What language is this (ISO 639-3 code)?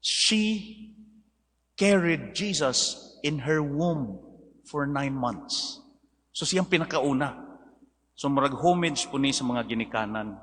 ceb